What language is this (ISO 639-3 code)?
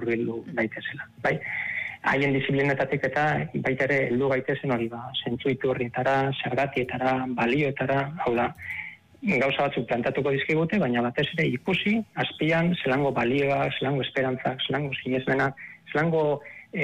eus